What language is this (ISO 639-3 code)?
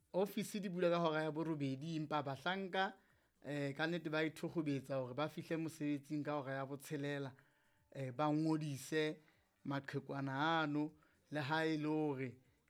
sot